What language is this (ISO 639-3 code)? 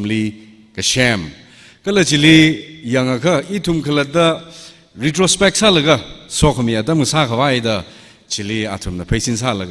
nmf